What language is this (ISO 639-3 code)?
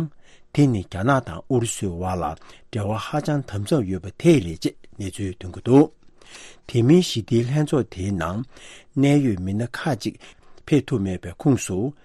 bod